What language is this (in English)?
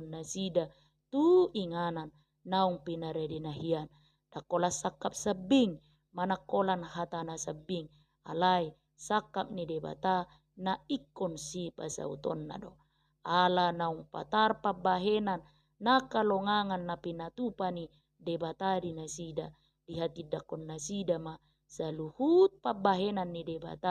Batak Toba